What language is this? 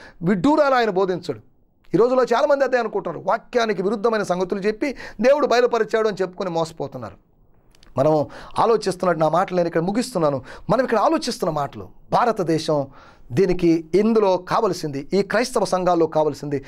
Telugu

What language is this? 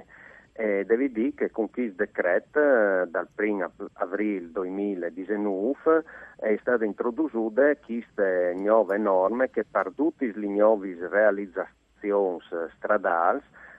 Friulian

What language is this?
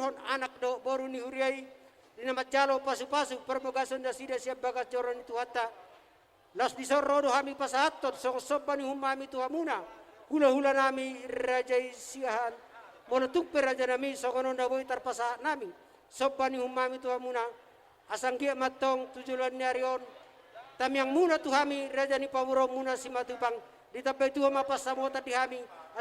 Batak Toba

